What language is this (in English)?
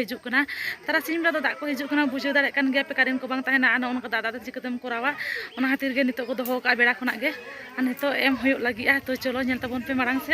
Santali